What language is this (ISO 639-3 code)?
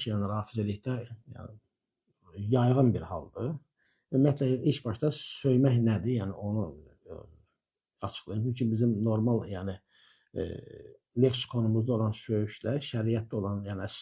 aze